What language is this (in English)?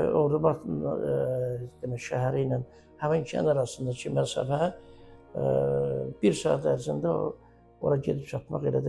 Azerbaijani